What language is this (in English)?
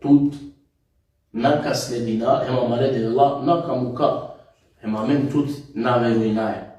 Balkan Romani